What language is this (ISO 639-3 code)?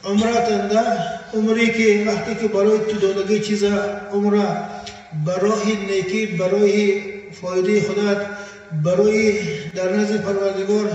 tgk